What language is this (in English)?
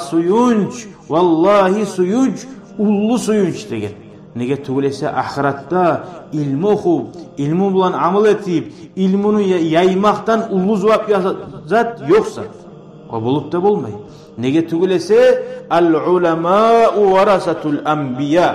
Kumyk